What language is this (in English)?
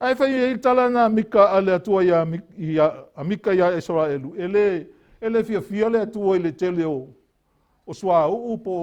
Samoan